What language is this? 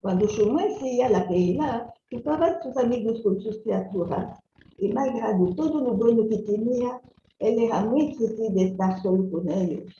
Ladino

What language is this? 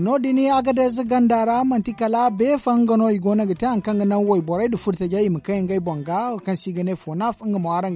Zarma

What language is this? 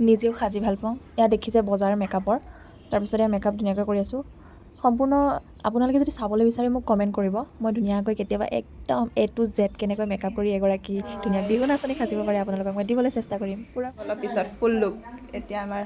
Assamese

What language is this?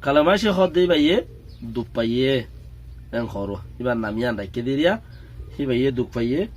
Rohingya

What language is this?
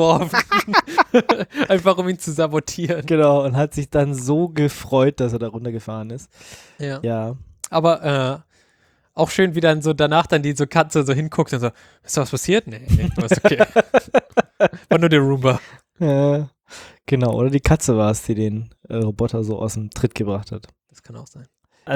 German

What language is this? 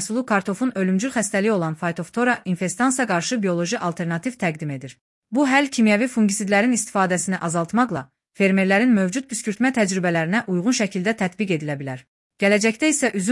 Azerbaijani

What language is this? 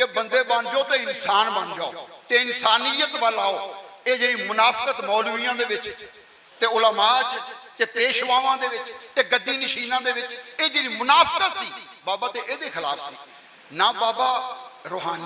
Western Panjabi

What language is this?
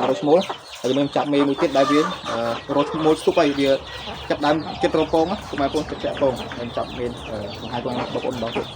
Khmer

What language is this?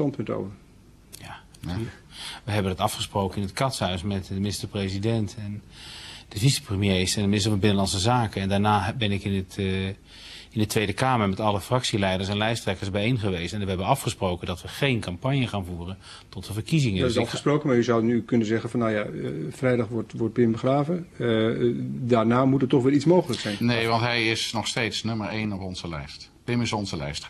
Dutch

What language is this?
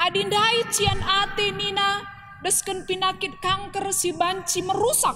Batak Karo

